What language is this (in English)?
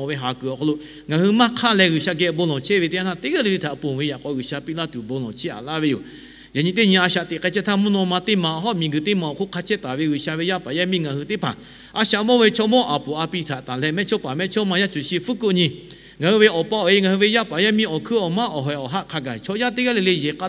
Lahu